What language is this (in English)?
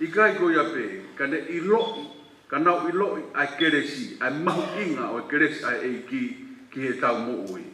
Tongan